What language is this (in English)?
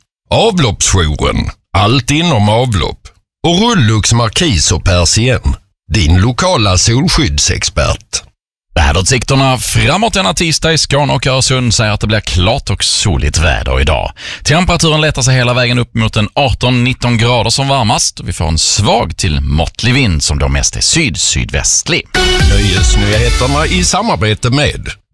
Swedish